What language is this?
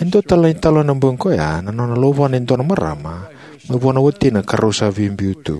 Fijian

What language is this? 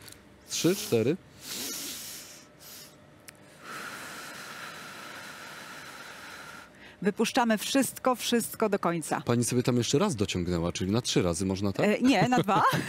Polish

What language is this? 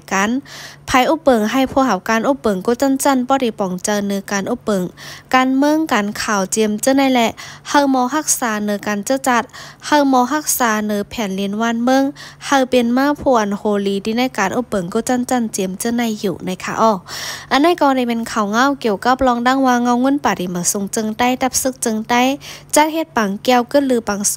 Shan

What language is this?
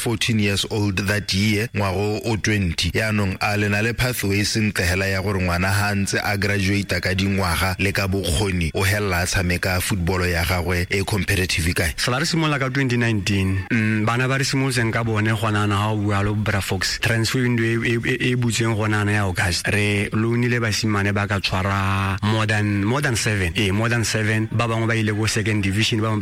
Tswana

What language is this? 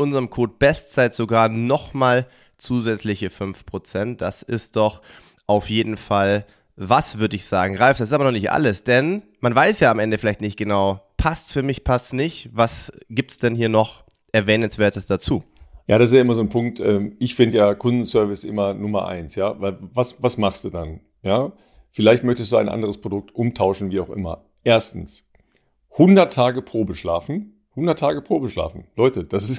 German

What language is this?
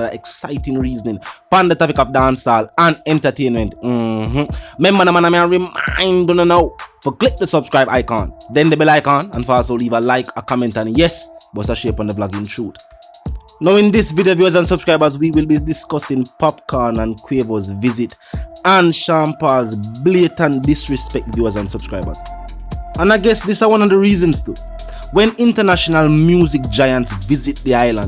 Jamaican Creole English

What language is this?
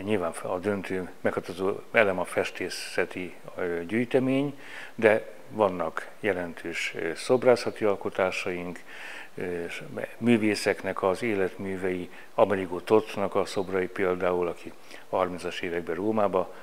Hungarian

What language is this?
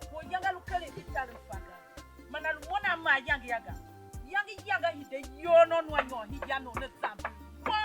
Tiv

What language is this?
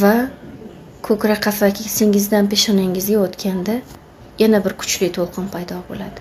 Uzbek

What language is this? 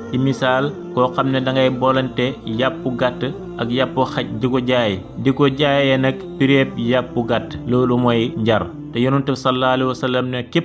Wolof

